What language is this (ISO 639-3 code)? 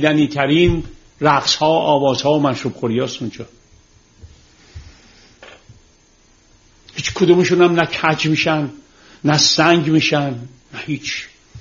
fas